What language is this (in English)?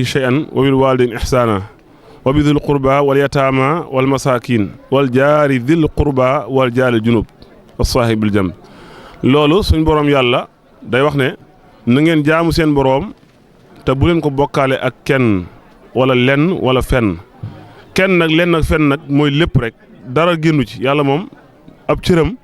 Wolof